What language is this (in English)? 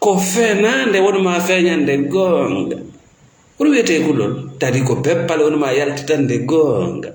Fula